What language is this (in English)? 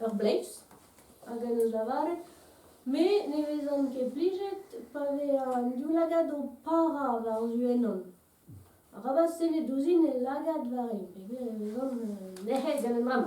Breton